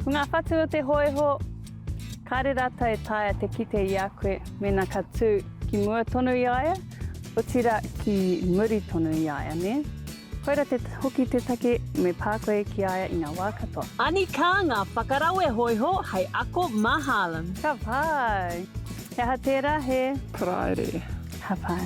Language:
Māori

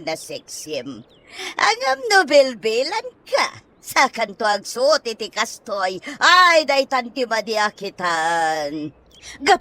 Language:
Iloko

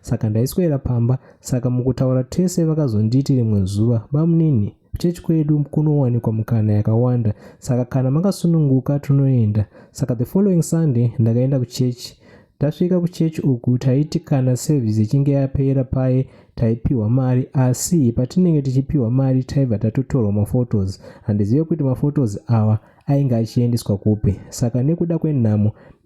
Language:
Shona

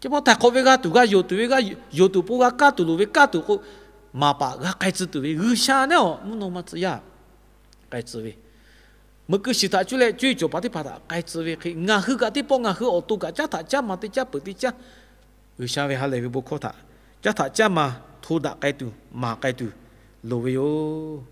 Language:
Lahu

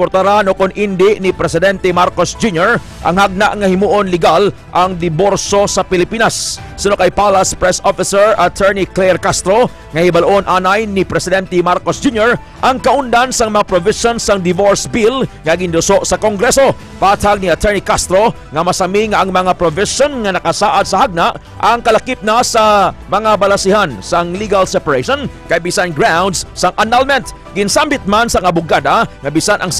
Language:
Hiligaynon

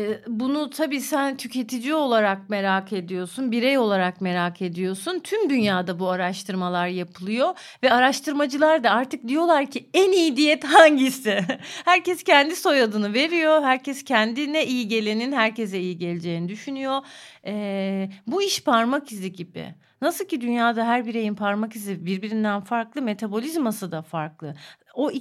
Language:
Turkish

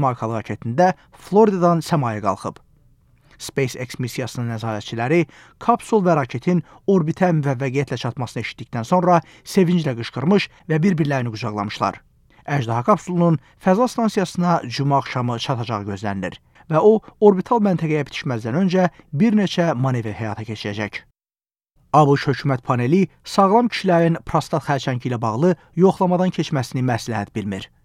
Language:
Azerbaijani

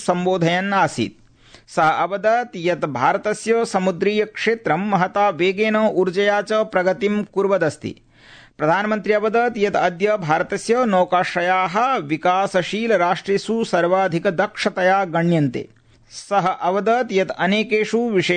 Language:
Sanskrit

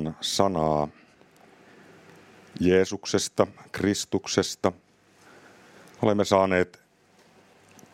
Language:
Finnish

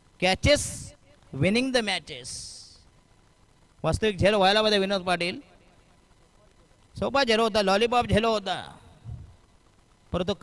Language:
Marathi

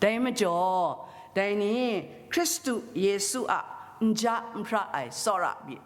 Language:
Kachin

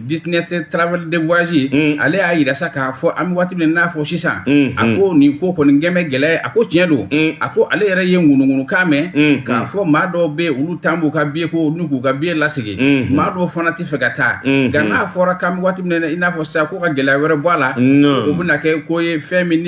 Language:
Bambara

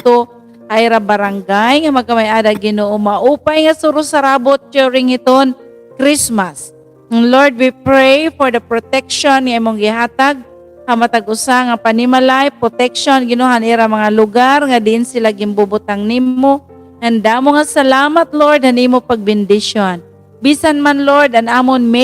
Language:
Waray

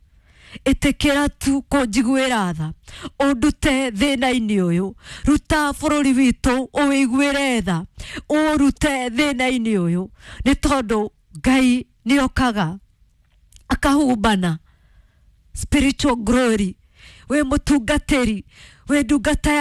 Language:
Kikuyu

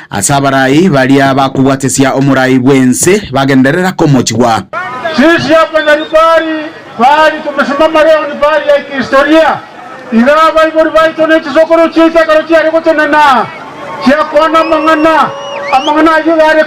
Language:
Gusii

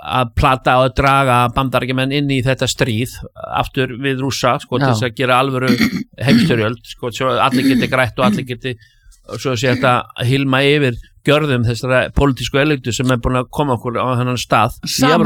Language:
Icelandic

